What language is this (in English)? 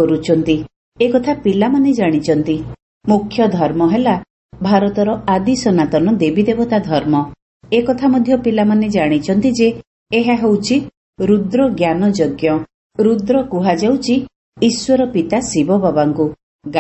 Odia